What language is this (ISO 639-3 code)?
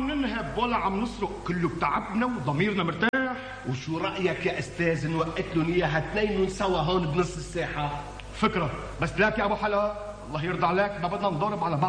apc